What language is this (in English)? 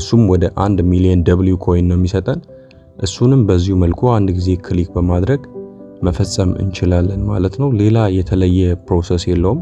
Amharic